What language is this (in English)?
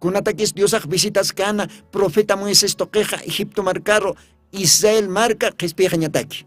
Aymara